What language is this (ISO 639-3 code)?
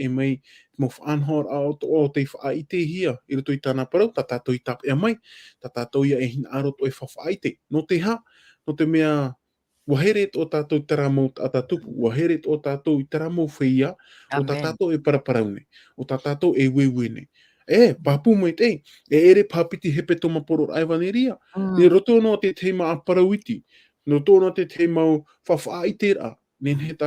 tah